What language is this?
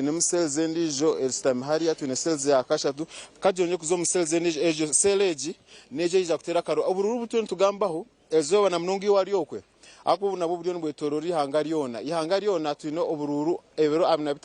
Nyankole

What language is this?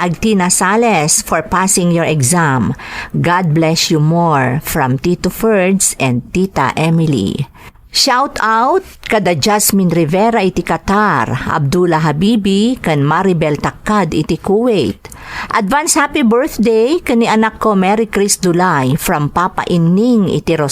Iloko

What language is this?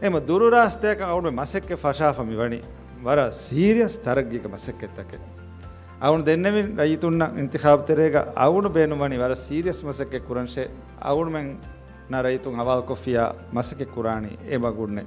Divehi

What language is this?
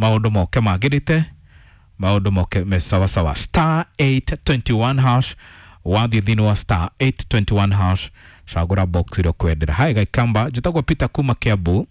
Kikuyu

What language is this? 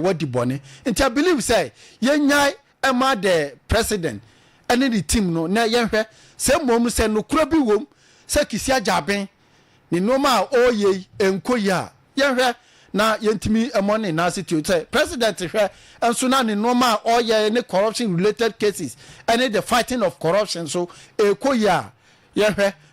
Akan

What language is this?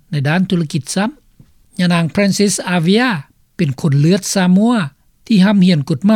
Lao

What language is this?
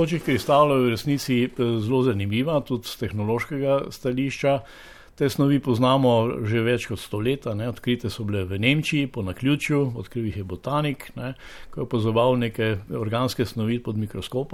Slovenian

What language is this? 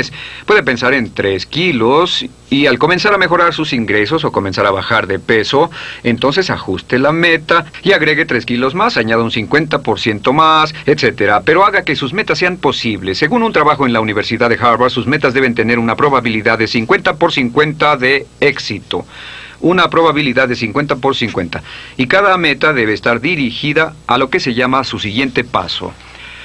Spanish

